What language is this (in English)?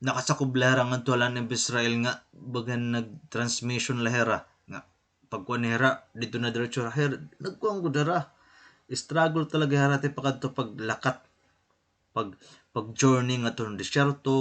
Waray